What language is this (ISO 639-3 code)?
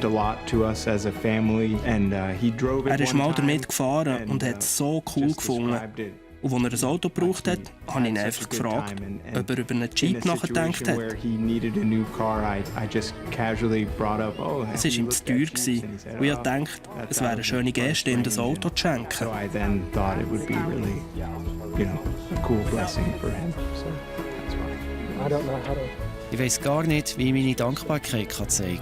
gsw